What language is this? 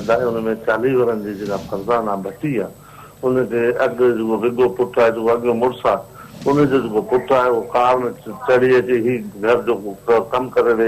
Sindhi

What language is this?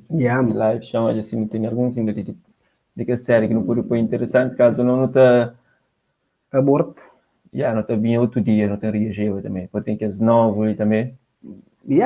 Kabuverdianu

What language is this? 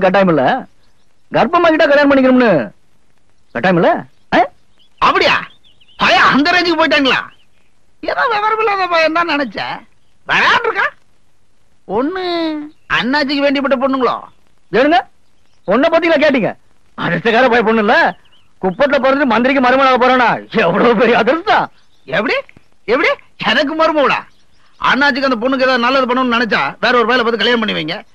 Tamil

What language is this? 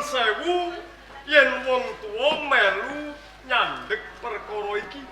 Javanese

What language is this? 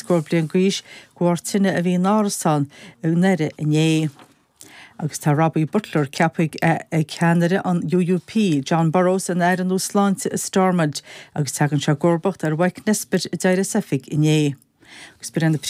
Irish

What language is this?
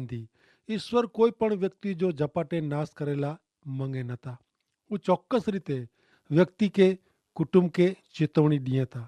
Kachhi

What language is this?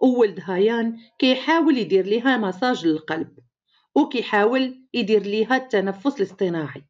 Moroccan Arabic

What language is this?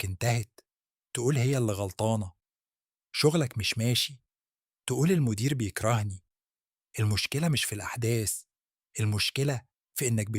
Egyptian Arabic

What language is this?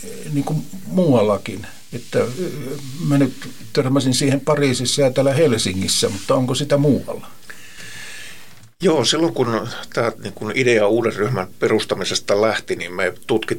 Finnish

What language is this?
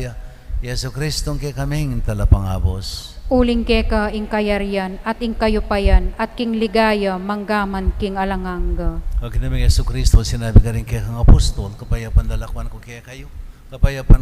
Pampanga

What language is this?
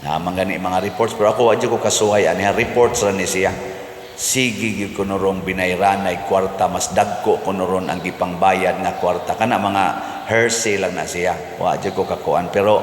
Cebuano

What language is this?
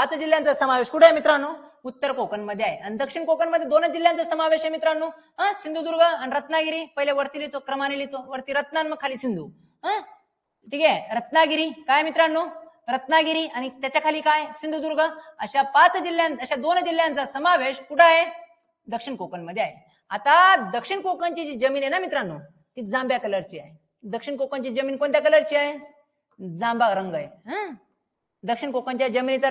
Marathi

